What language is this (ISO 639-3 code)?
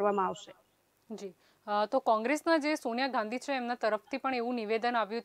guj